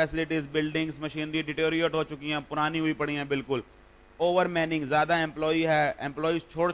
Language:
Hindi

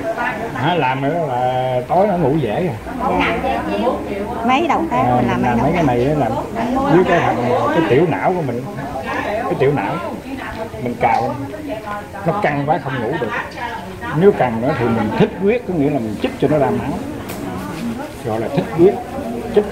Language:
Vietnamese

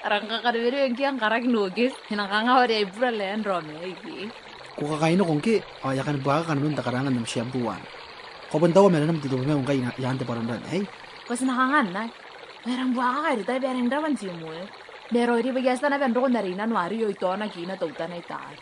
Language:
Gilbertese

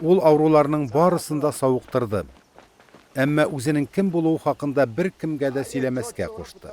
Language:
Tatar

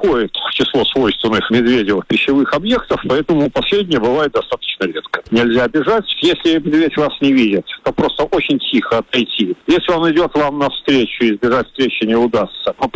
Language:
Russian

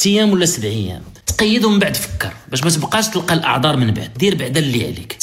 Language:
Moroccan Arabic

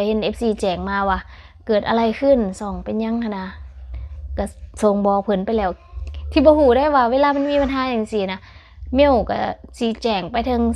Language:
Lao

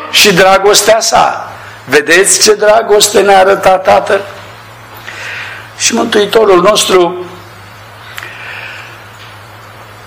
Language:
Romanian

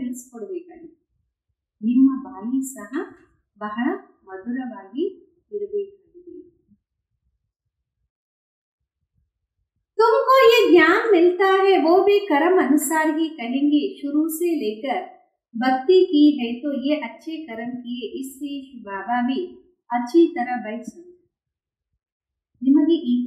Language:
Kannada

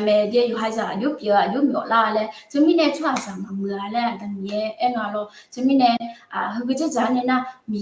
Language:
Akha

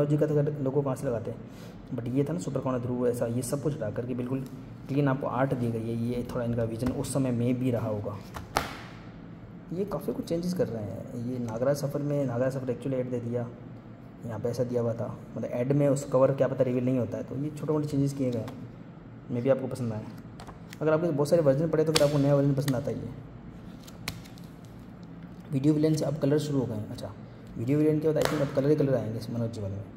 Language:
Hindi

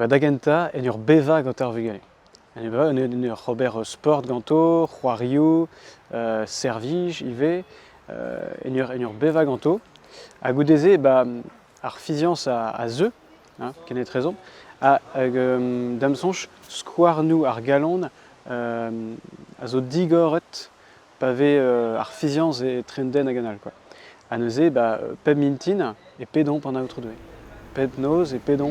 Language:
Breton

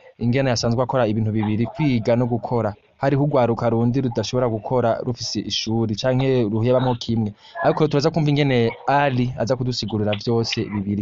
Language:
Rundi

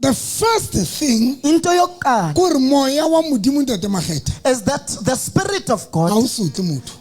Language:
Southern Sotho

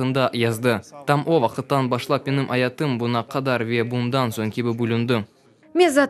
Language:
Crimean Tatar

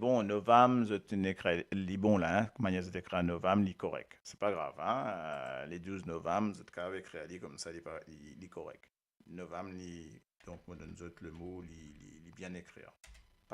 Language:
Morisyen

